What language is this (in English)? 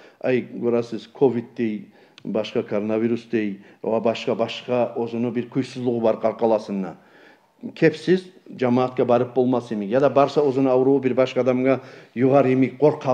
Kumyk